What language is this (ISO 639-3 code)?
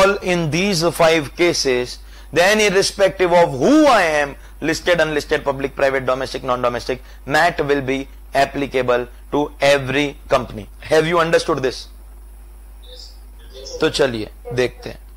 hin